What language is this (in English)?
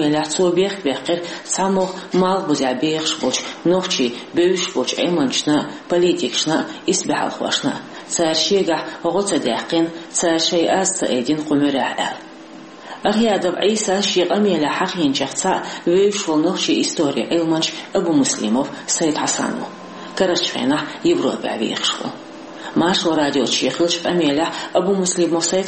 Chechen